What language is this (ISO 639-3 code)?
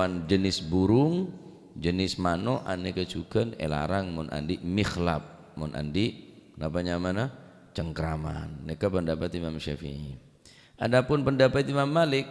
mad